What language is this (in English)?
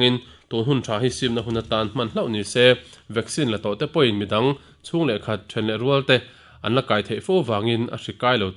Mizo